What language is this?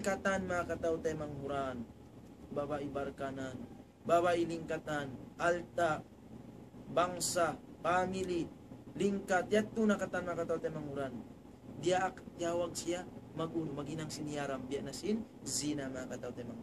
Tausug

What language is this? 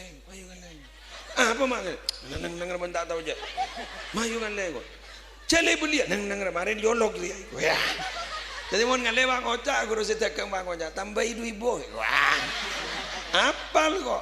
Madurese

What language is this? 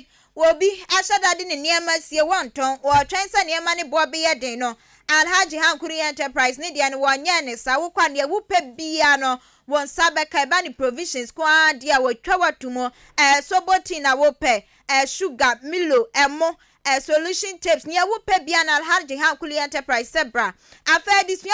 Akan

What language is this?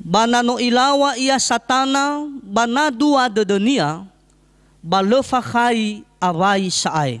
Nias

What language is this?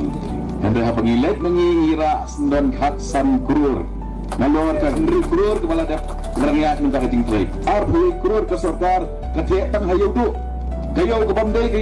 Khasi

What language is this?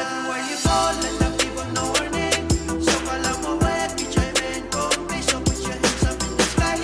Pohnpeian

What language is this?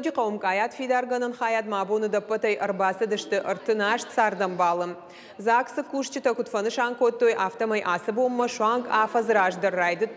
Ossetic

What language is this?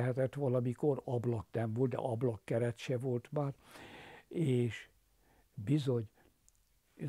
Hungarian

